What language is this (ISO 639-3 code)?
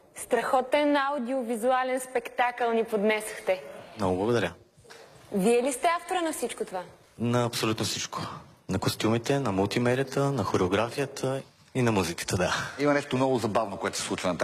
bul